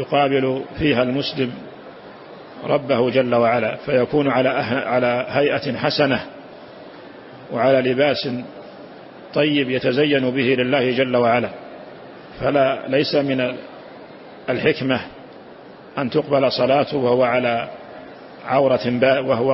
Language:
Arabic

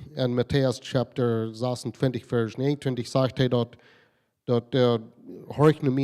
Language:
Plautdietsch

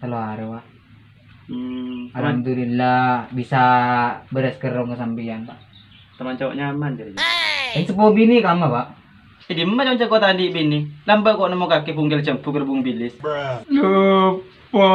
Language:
Madurese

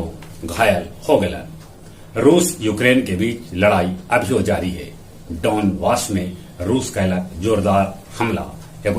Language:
Magahi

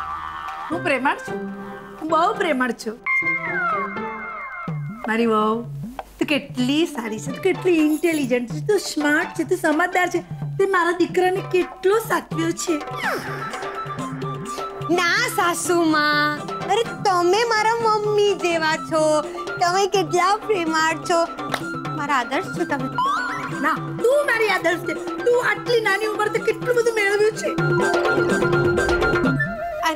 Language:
Gujarati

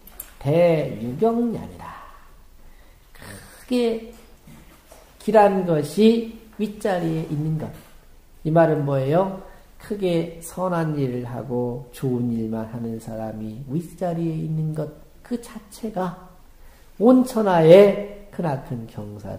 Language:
Korean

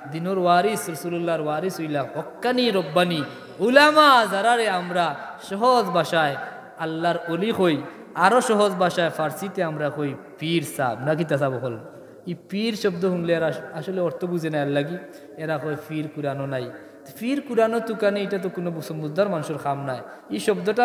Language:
Sylheti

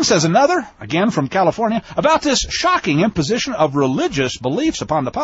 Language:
English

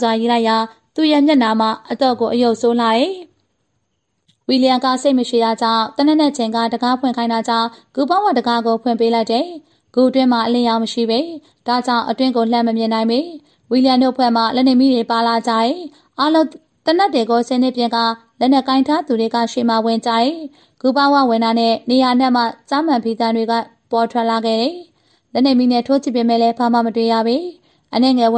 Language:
Burmese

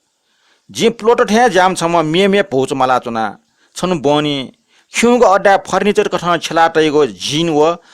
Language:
Newari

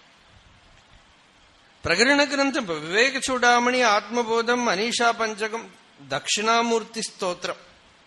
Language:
Tamil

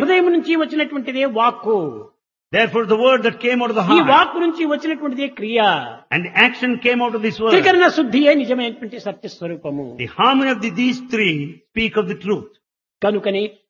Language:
Telugu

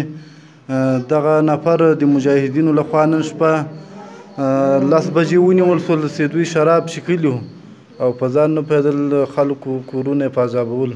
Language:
Pashto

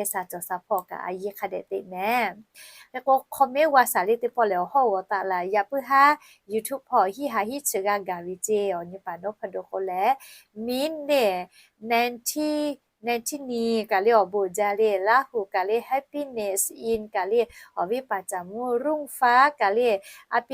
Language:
Lahu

